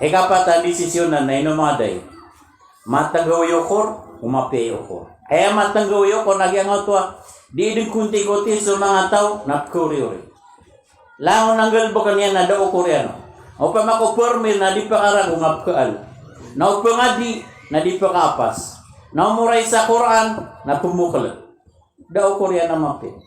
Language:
Maranao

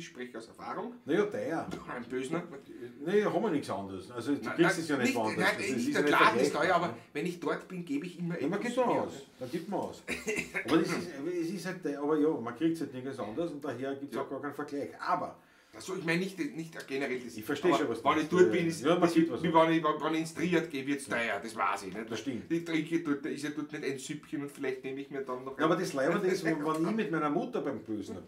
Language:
Bavarian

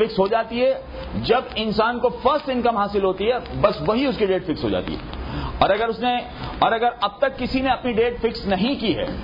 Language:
Urdu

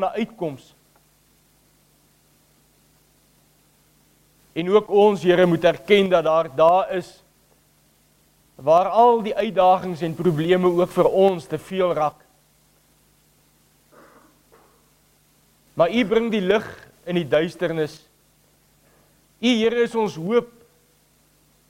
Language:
Afrikaans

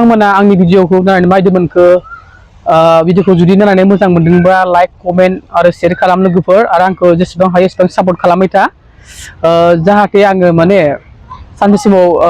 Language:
Bodo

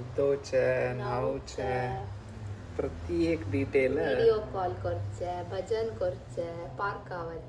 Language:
Konkani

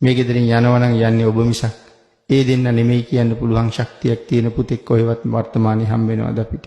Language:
Sinhala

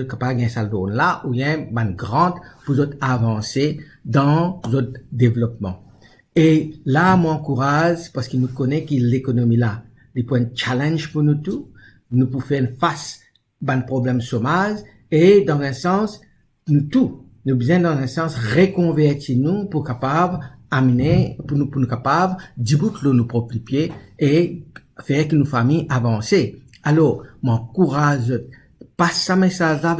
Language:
Morisyen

